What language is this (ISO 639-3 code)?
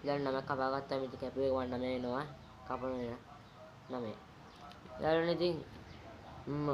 sin